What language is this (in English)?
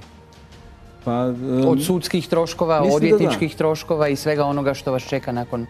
Croatian